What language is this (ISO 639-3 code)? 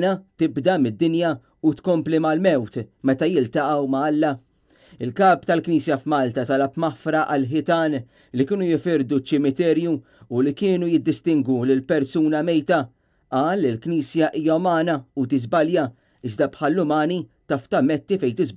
mlt